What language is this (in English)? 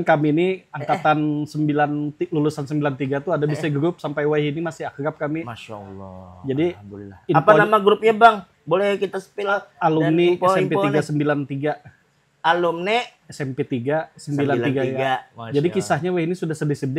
Banjar